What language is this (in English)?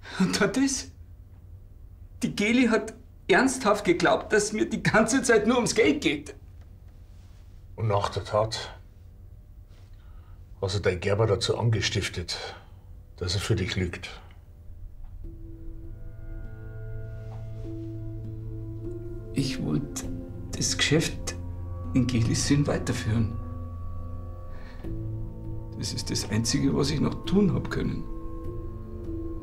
German